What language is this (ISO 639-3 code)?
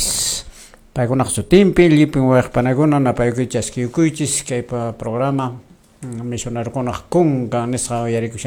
que